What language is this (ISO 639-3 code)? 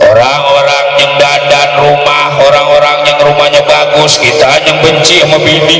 bew